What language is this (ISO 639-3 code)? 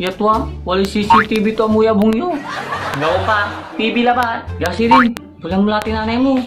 pag